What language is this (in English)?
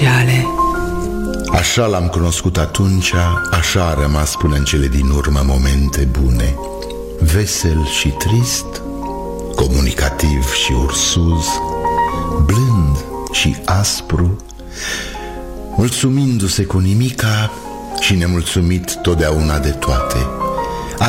Romanian